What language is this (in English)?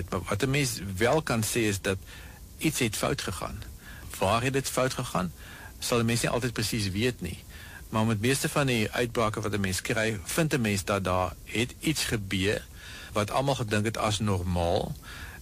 Afrikaans